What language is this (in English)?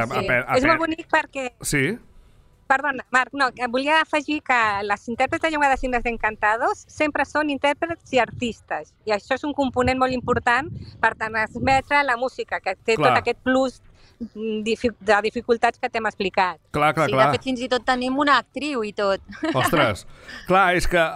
Catalan